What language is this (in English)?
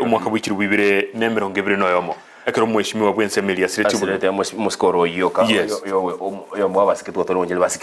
Gusii